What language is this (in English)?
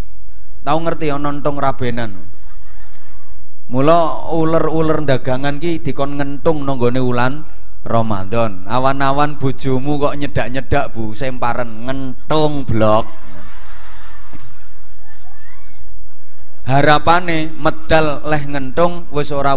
Javanese